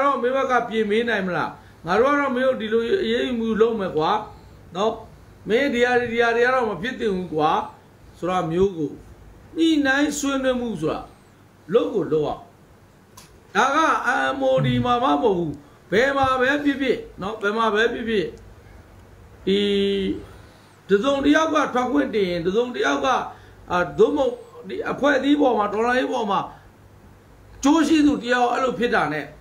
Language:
Burmese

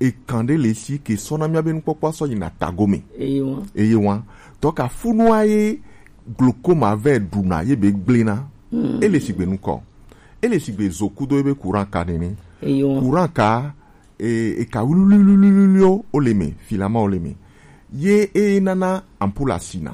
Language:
Gen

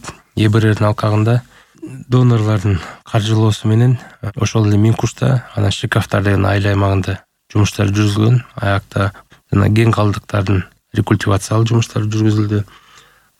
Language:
Kyrgyz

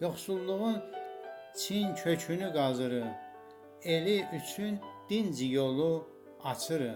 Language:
South Azerbaijani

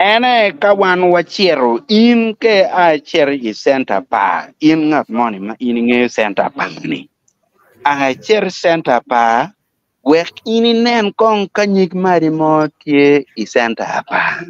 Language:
Acoli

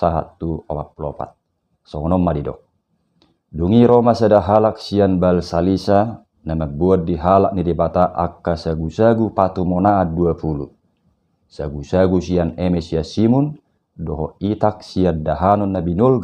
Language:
Batak Toba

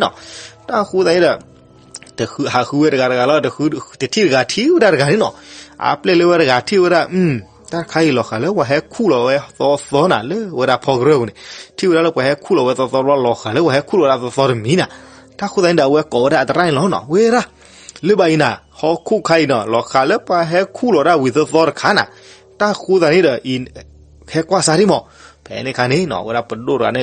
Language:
S'gaw Karen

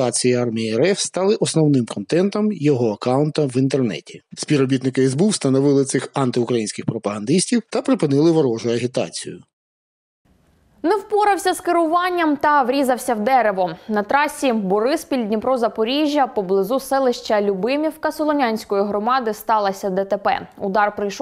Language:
Ukrainian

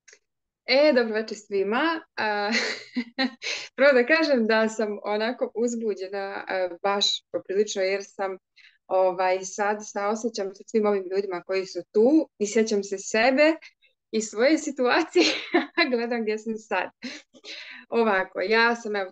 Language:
Serbian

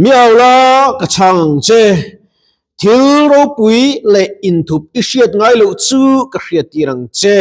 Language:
Mizo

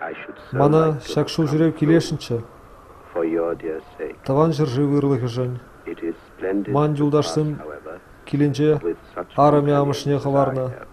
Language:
Chuvash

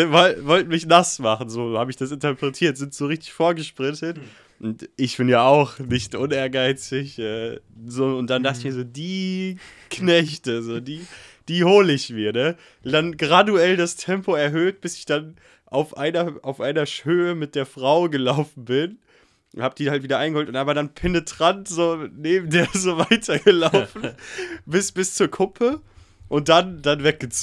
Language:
German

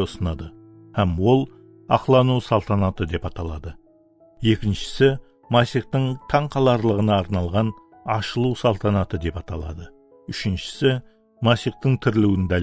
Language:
Kara-Kalpak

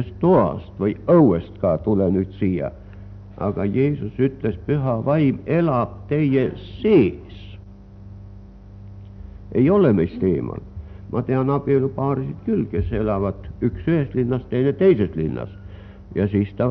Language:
Estonian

